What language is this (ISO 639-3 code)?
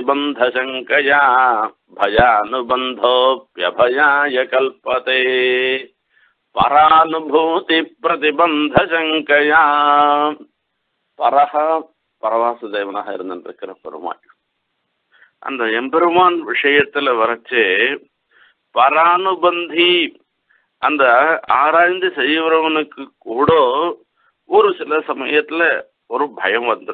tam